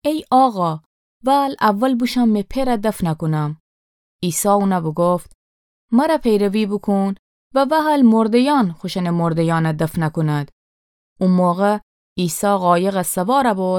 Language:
Gilaki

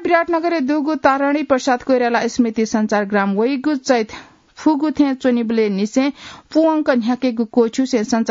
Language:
Newari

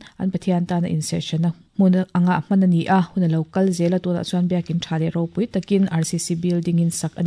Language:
Mizo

